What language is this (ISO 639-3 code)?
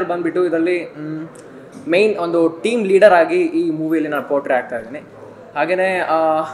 kan